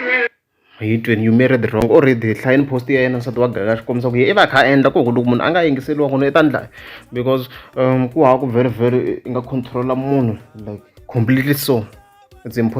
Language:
Tsonga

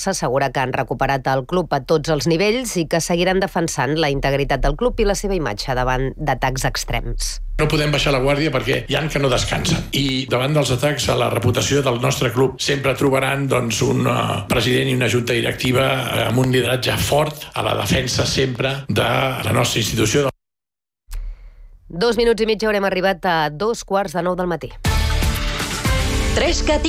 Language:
Catalan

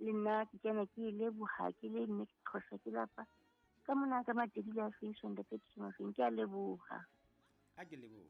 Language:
Southern Sotho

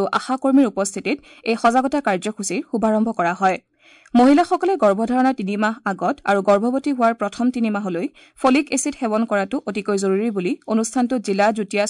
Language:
Assamese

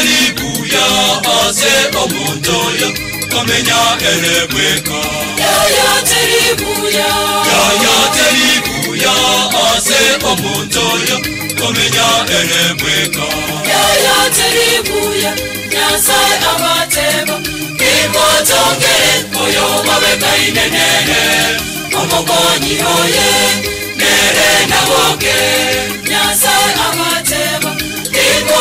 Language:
Gusii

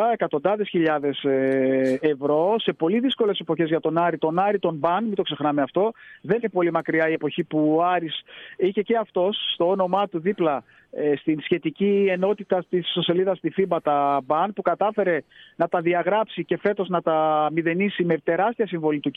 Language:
Greek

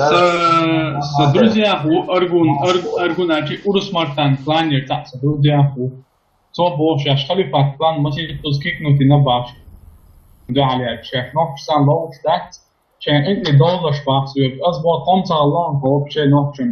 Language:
Chechen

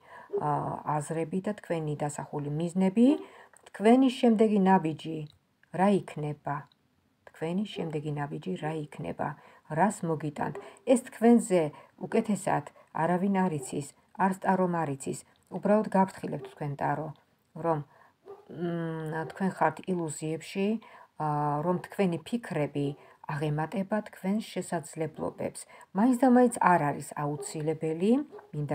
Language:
Georgian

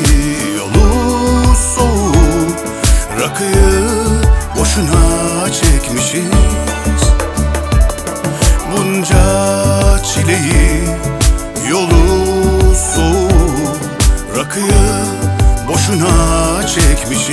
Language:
Turkish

